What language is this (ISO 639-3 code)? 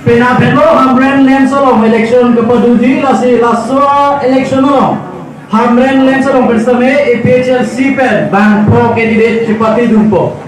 mjw